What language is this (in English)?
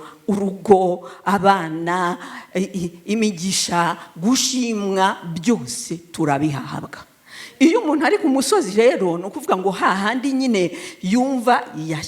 Kinyarwanda